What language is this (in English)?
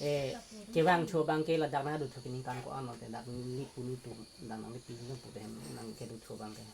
Karbi